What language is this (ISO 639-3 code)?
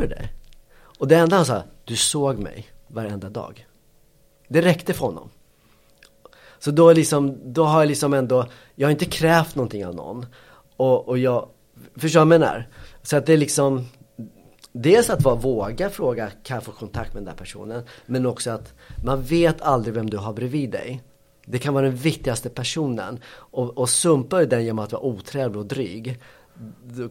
swe